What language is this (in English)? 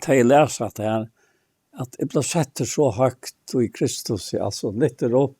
Faroese